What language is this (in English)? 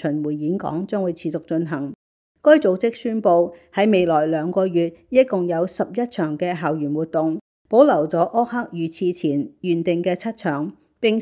Cantonese